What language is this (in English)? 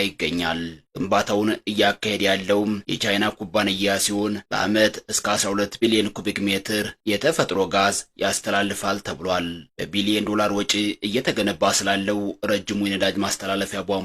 Amharic